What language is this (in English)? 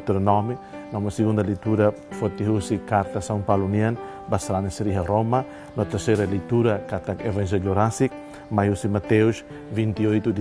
Tetum